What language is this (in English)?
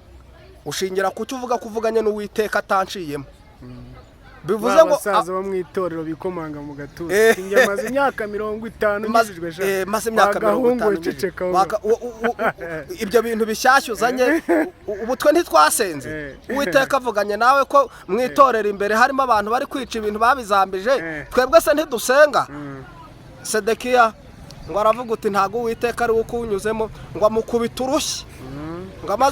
Kinyarwanda